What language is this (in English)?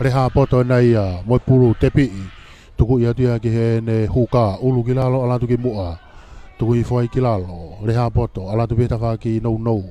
Tongan